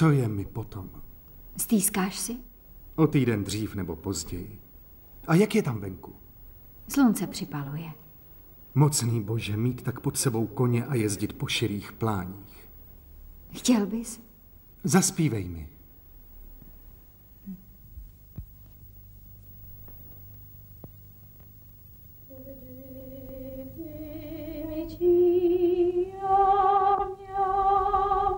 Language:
Czech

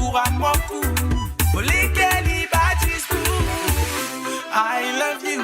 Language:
Morisyen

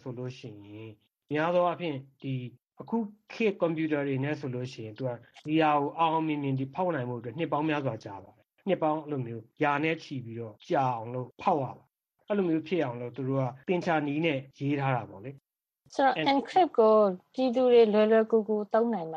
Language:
Burmese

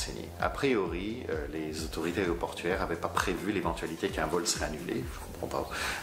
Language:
French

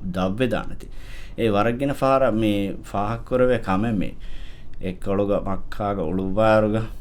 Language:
Divehi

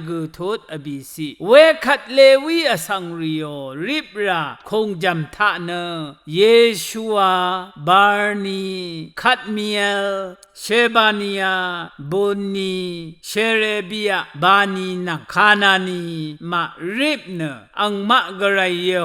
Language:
Rawang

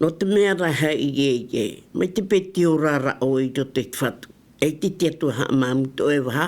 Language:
Tahitian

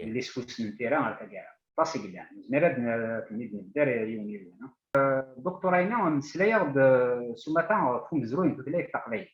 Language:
Kabyle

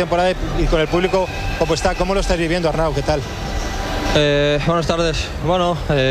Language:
Spanish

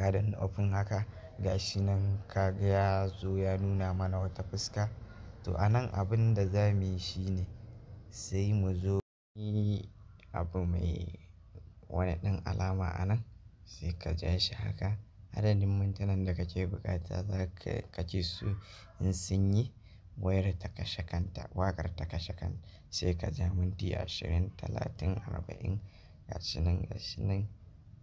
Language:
Hausa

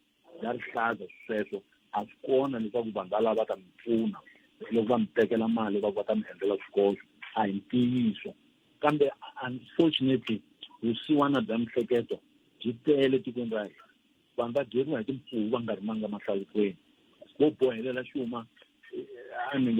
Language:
Tsonga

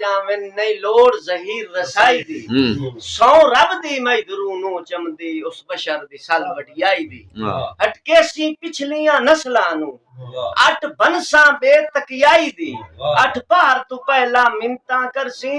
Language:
Saraiki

